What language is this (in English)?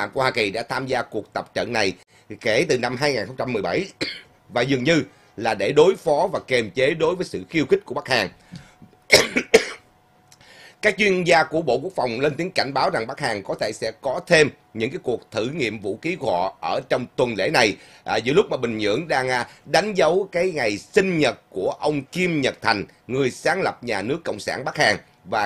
Vietnamese